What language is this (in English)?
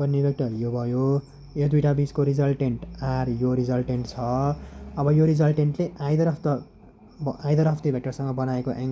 Nepali